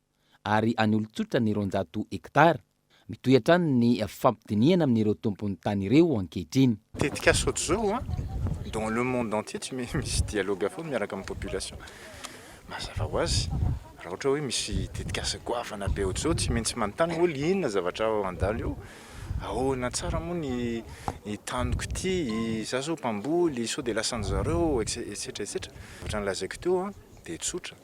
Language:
Malagasy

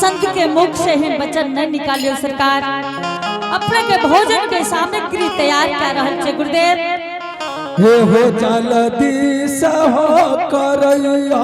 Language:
Angika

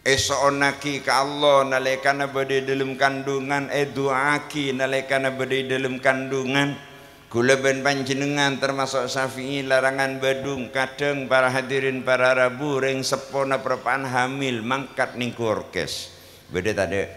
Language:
Madurese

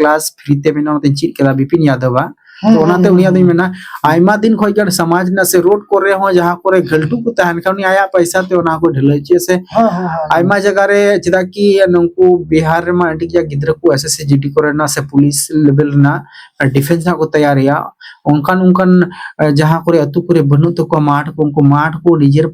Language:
Santali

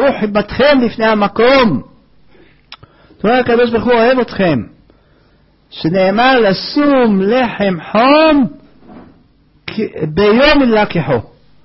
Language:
Hebrew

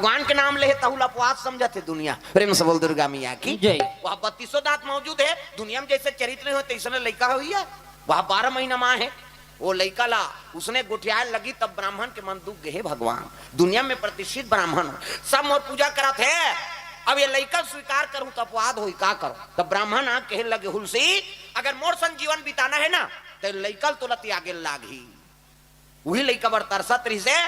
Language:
Chhattisgarhi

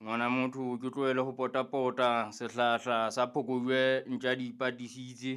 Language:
Southern Sotho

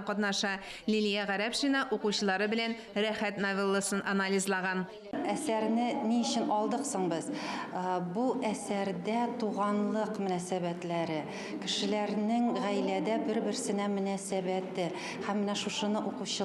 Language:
Tatar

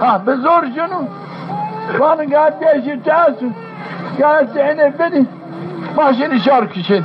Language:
Zaza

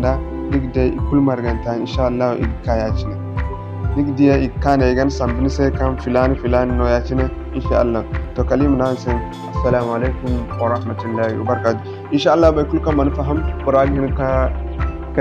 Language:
Zarma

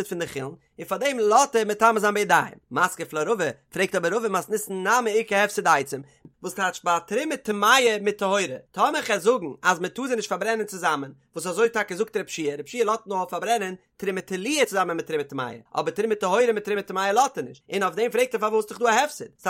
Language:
Yiddish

